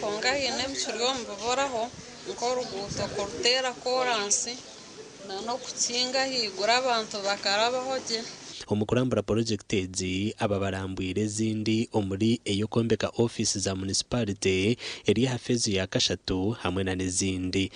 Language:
Nyankole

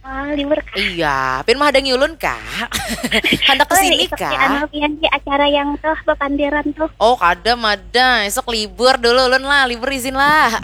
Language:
Banjar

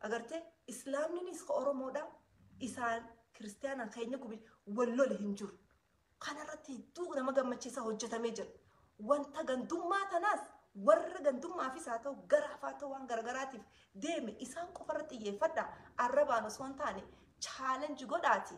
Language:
Oromo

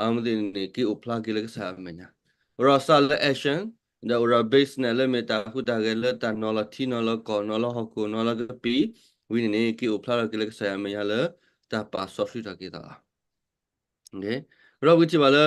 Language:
S'gaw Karen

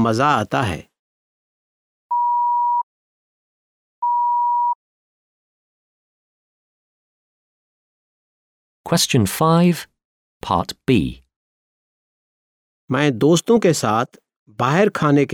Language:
Urdu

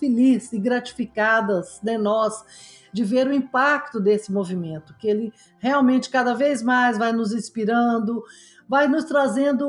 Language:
Portuguese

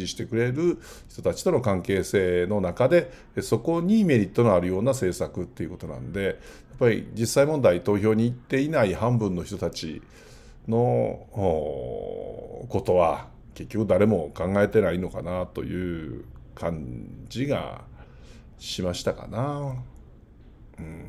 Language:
Japanese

